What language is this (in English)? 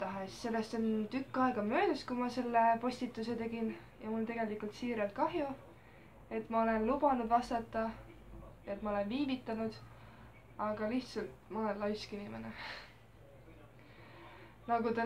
Estonian